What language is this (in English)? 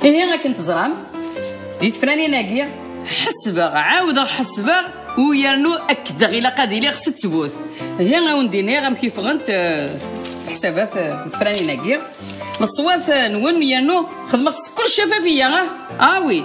Kabyle